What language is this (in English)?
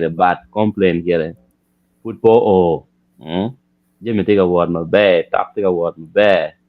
Acoli